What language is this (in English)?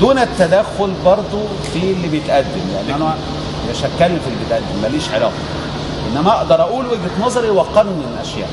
Egyptian Arabic